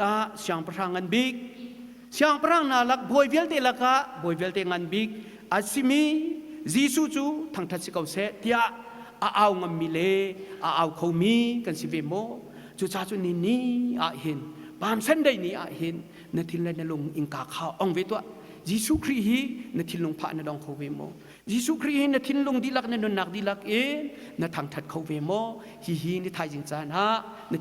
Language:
Hakha Chin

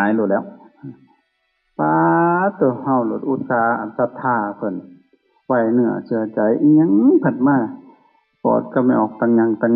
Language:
Lao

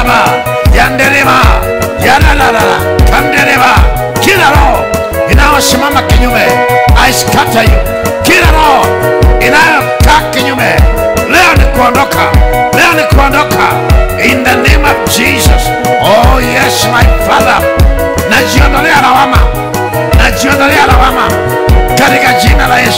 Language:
Swahili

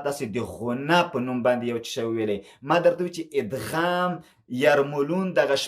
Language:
Pashto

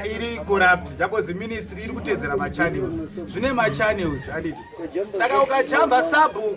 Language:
Shona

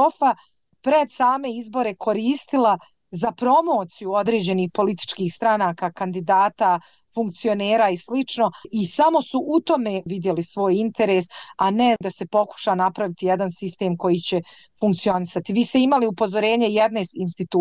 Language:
Bosnian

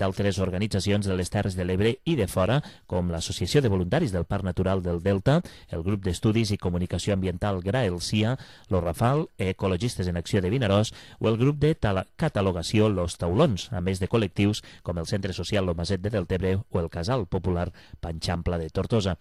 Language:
Catalan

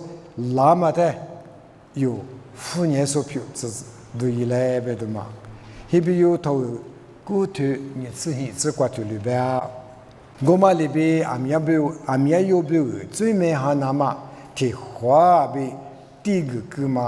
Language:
Lisu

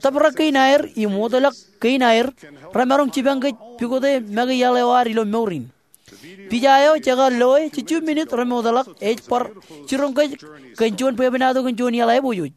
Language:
Marshallese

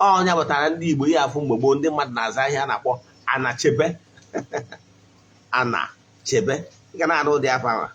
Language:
Igbo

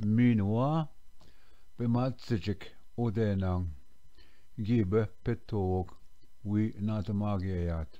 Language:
Ojibwa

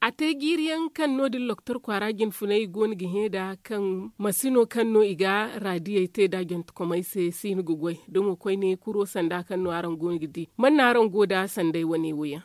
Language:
Zarma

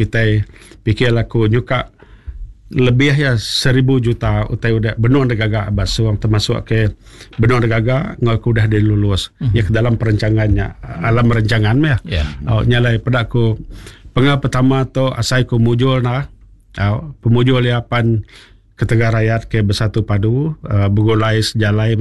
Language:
Iban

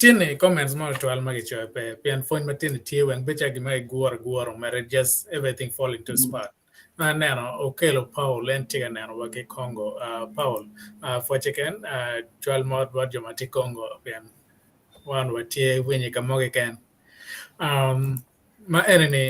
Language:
Acoli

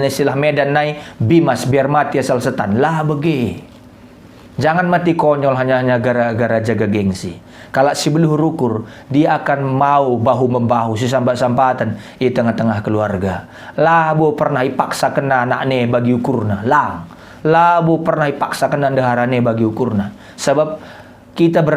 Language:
Batak Karo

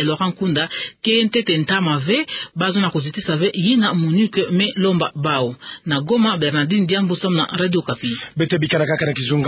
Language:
Kituba (Democratic Republic of Congo)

